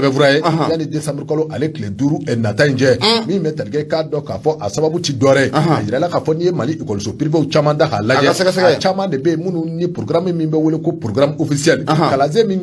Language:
Bambara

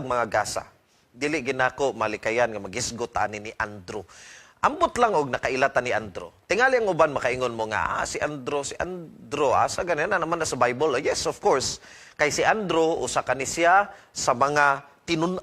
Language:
Cebuano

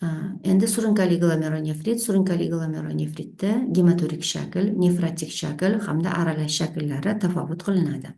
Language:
Uzbek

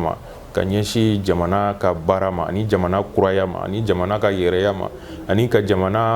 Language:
Bambara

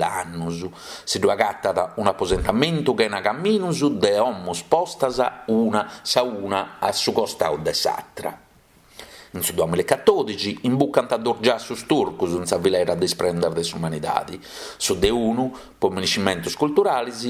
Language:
Sardinian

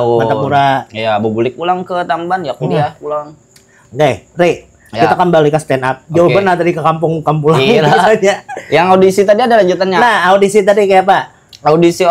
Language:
Banjar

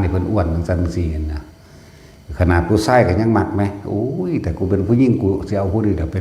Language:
Northeastern Thai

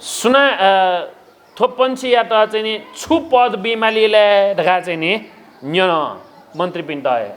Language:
Newari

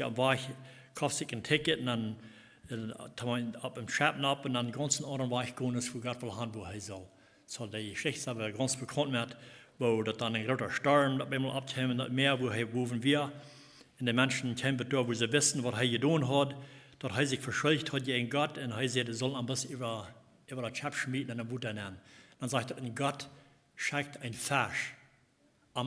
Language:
Plautdietsch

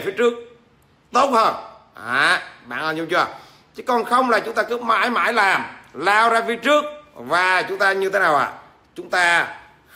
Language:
Vietnamese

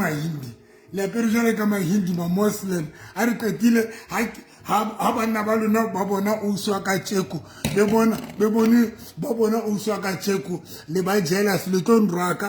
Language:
Southern Sotho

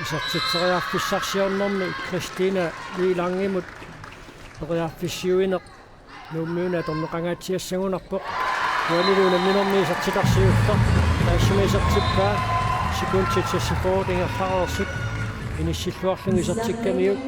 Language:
Kalaallisut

